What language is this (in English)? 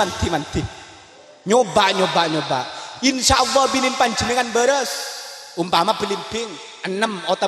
Madurese